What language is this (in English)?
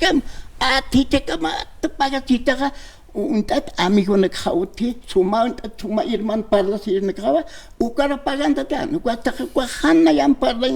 Aymara